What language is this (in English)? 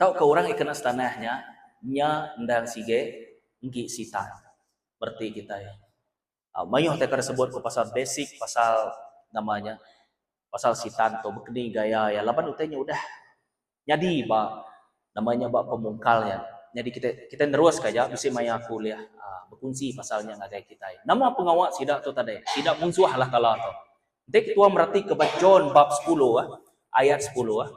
Iban